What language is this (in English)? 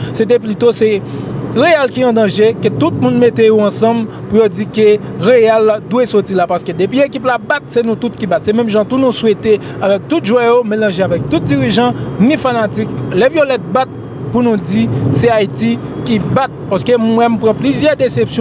Haitian Creole